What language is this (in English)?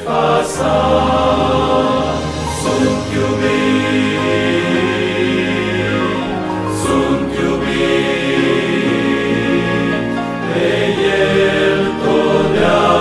Romanian